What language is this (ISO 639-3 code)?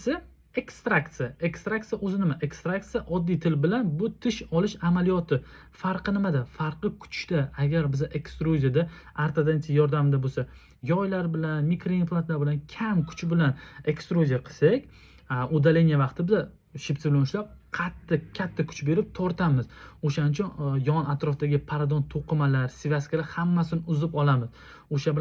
uzb